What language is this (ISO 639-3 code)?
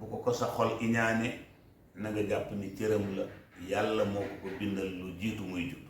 wol